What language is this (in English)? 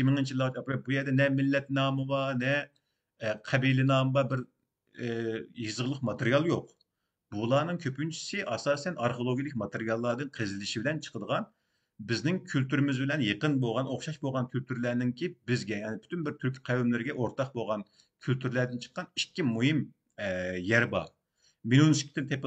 Uyghur